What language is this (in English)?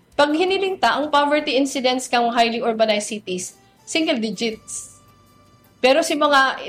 Bikol